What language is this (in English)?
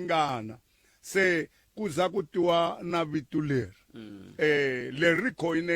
Tsonga